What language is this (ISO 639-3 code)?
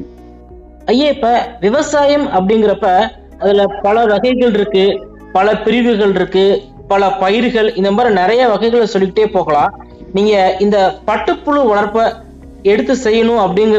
tam